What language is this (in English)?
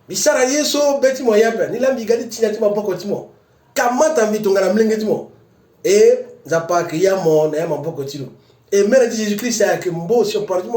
Sango